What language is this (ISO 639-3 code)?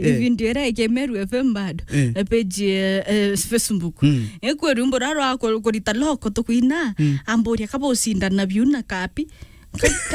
mer